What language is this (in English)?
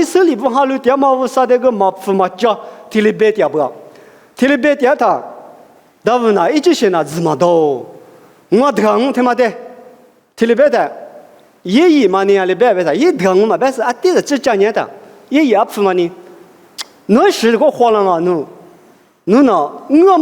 Lisu